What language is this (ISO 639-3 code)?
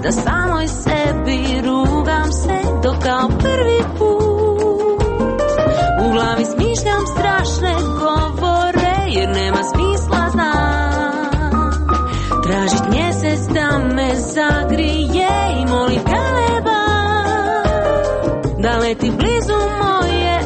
hrv